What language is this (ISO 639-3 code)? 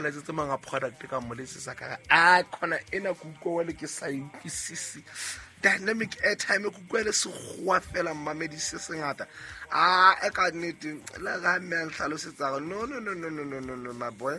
sot